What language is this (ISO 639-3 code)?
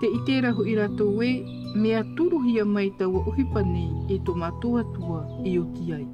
tah